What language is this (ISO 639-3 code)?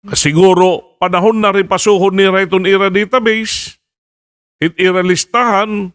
war